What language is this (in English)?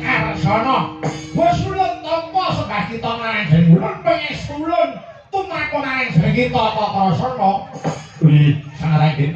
Javanese